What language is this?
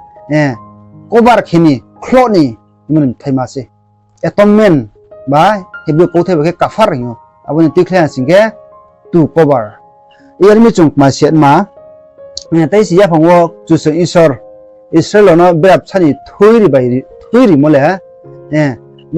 Riang (India)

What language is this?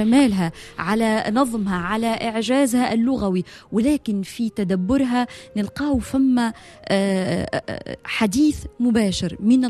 Tunisian Arabic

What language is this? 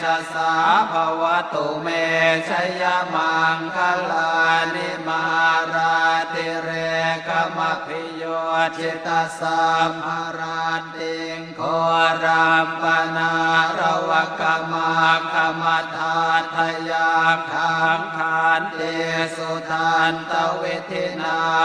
Pali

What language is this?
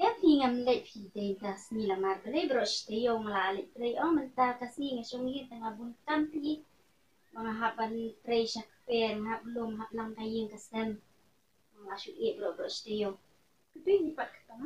Khasi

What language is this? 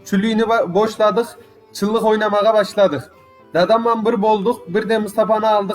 Crimean Tatar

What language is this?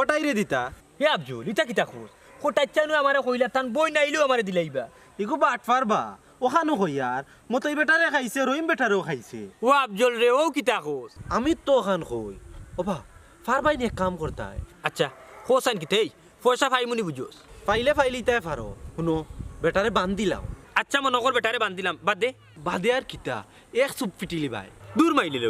Sylheti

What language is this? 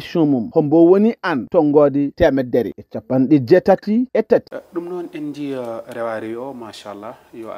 Fula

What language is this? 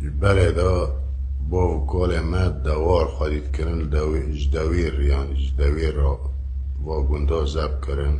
Kurdish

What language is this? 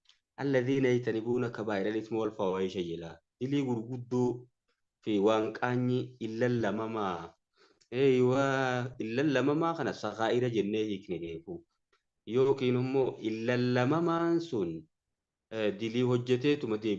Oromo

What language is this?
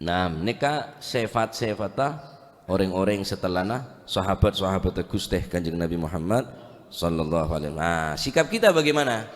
Madurese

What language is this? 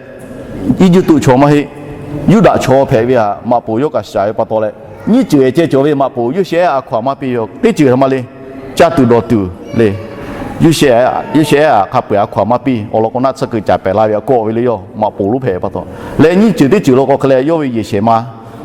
Lahu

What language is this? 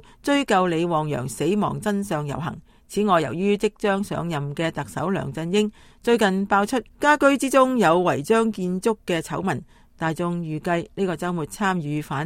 Cantonese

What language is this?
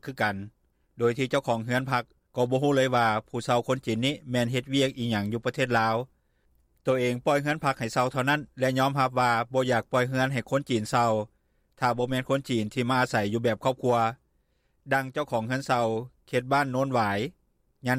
Lao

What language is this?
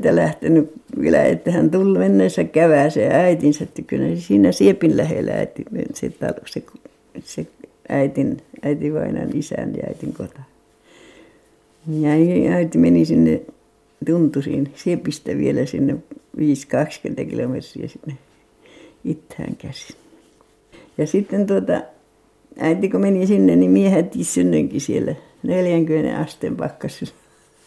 Finnish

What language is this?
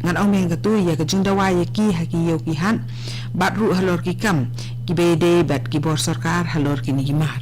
Khasi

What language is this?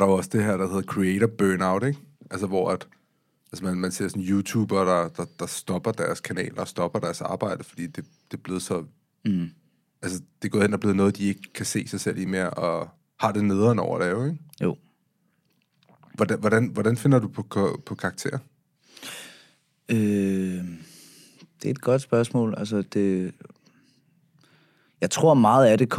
Danish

